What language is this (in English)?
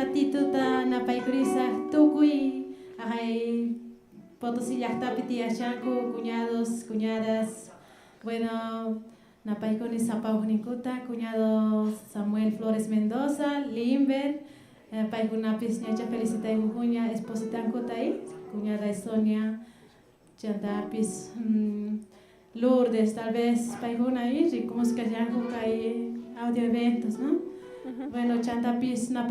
South Bolivian Quechua